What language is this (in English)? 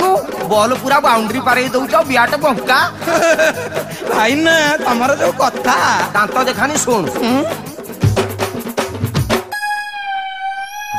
Odia